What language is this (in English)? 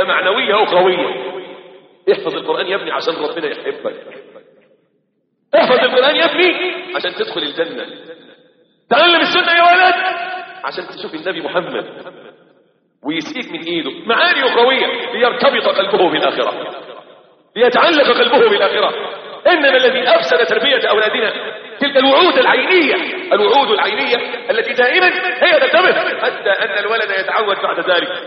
Arabic